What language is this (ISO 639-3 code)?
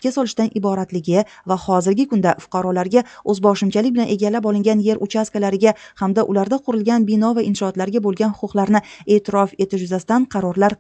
uzb